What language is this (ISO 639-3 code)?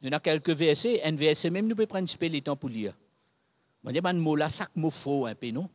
mfe